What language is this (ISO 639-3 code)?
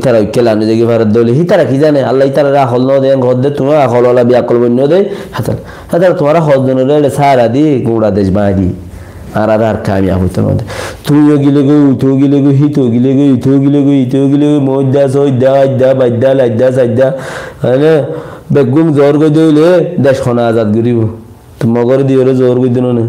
rhg